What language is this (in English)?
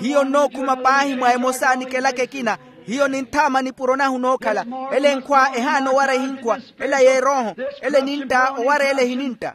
Makhuwa